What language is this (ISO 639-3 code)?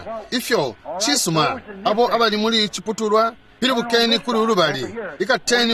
bem